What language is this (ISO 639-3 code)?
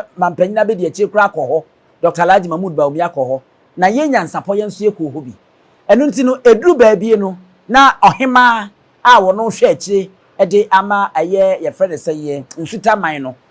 aka